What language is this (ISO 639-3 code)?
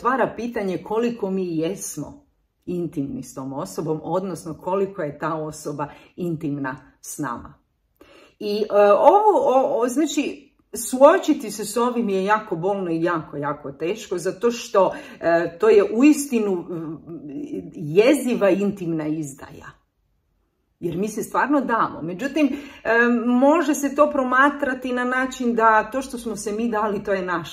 hrv